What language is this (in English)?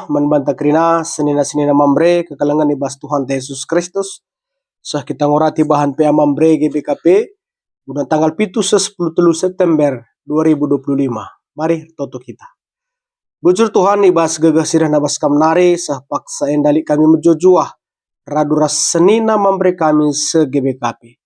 Batak Karo